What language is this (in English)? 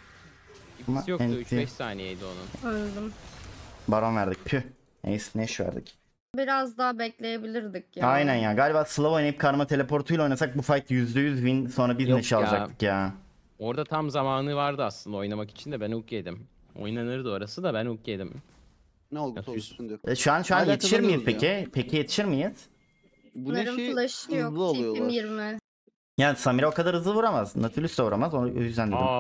Turkish